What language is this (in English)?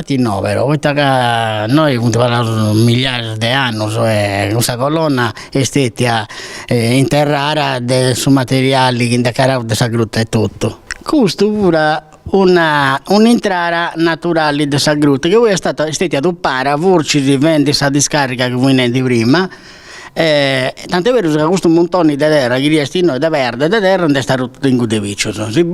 Sardinian